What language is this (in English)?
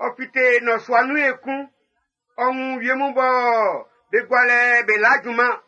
Baoulé